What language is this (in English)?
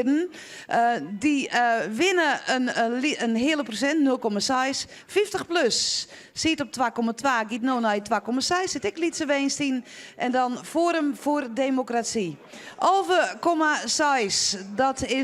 Western Frisian